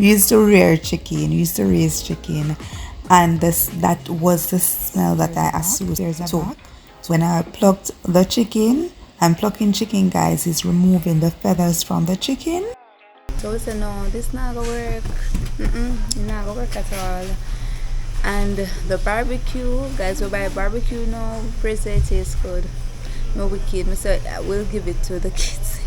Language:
Jamaican Creole English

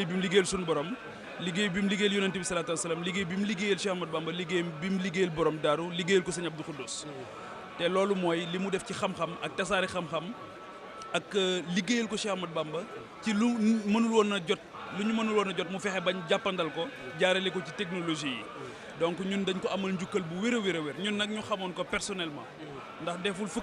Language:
Wolof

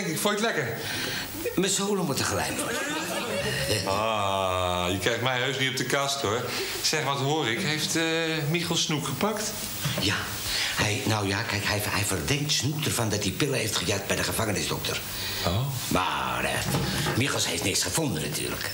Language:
Dutch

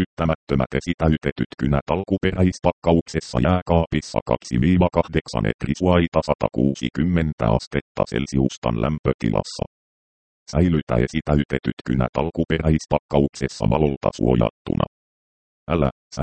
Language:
Finnish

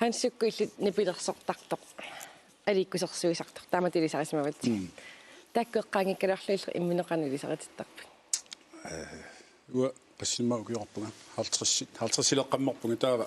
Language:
Kalaallisut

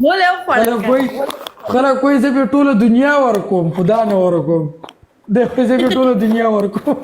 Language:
Pashto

